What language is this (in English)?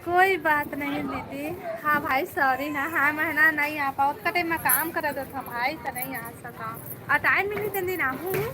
Chhattisgarhi